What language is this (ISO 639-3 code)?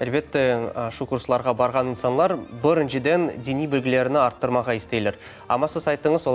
crh